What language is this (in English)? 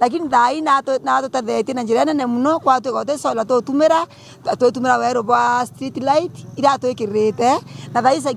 Meru